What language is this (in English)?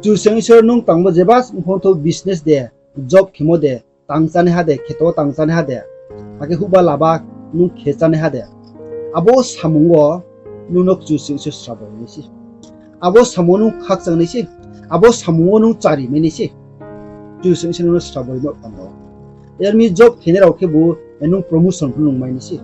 Riang (India)